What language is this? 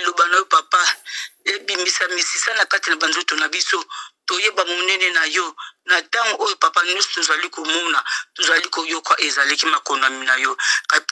Lingala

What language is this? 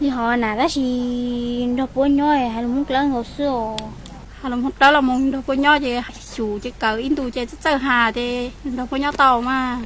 Hmong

